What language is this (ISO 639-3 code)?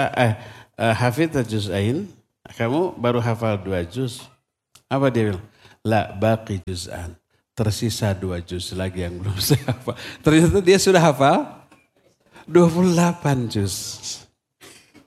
ind